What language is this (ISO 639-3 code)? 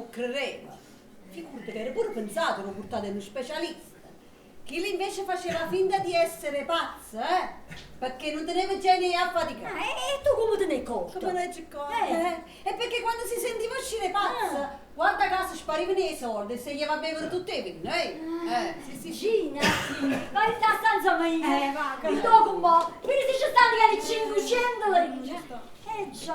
nap